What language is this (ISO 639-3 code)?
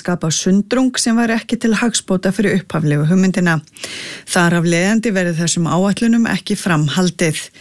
isl